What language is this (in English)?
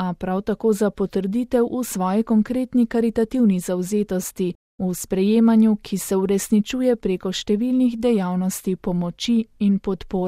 Slovenian